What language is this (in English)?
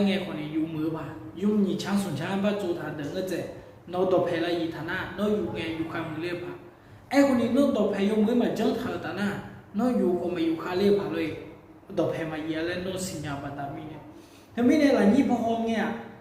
Akha